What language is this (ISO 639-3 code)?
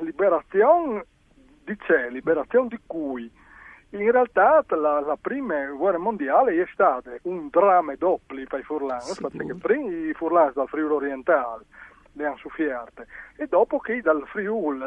fur